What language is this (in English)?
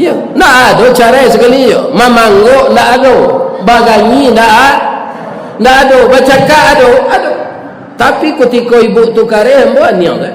Minangkabau